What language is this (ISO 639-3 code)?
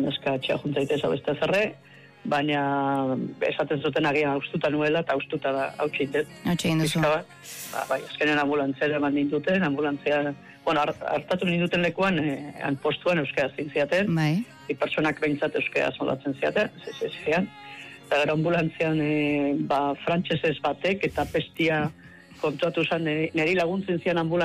eus